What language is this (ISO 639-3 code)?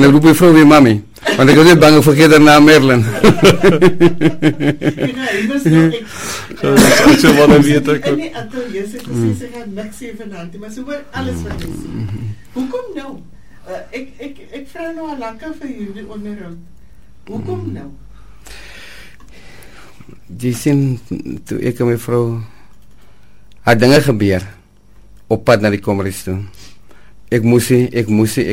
afr